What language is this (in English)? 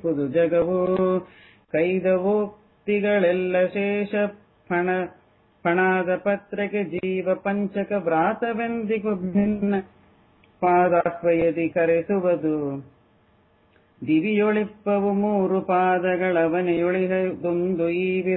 Kannada